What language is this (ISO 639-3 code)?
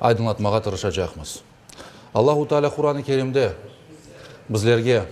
crh